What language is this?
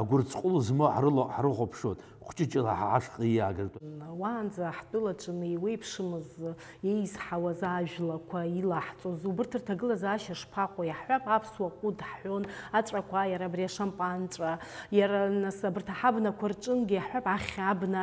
Abkhazian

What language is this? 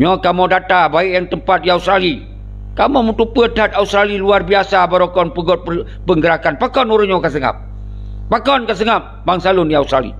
Achinese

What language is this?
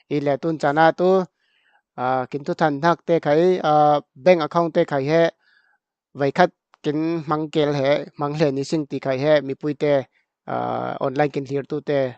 Falam Chin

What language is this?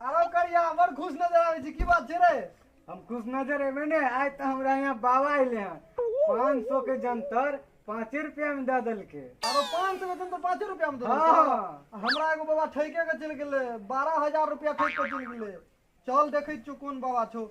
Maithili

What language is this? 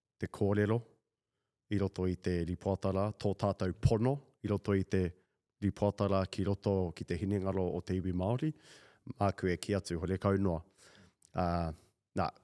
Māori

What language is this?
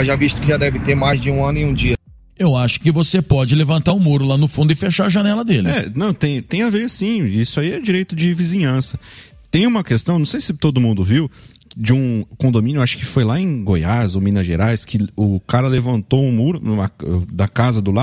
Portuguese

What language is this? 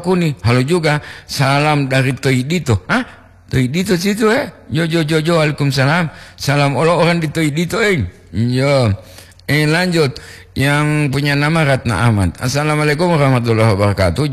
Gorontalo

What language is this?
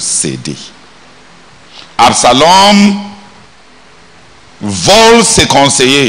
French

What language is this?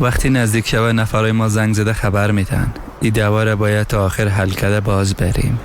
Persian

